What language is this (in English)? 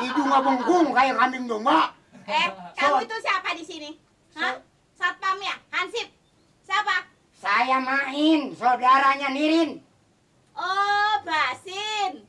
Betawi